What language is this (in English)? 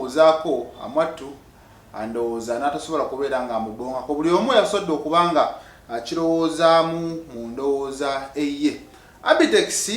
Ganda